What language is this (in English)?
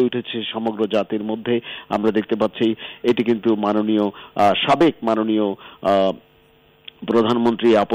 Bangla